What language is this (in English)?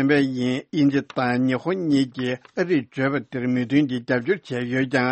Tibetan